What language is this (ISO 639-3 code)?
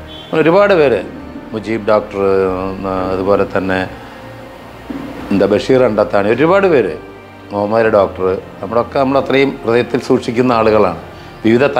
mal